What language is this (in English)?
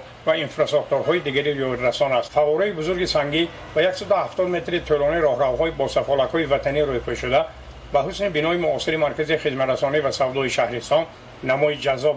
Tajik